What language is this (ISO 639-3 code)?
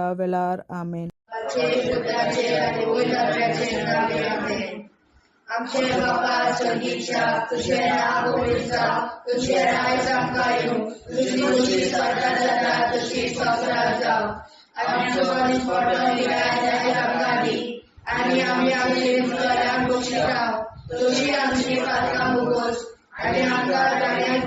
kok